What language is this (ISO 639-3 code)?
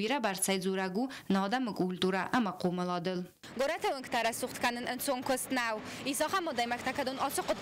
oss